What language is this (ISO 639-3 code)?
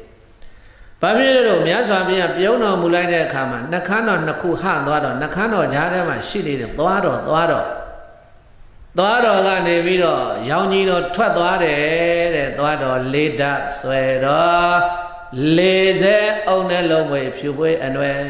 mya